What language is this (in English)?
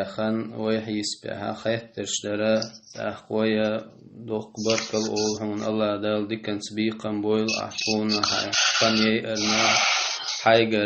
Chechen